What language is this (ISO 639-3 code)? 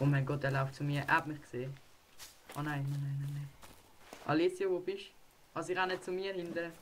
gsw